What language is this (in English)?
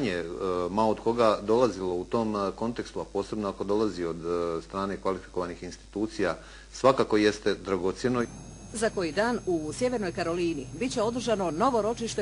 Bosnian